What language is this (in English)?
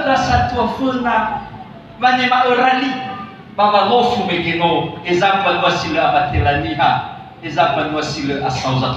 Nias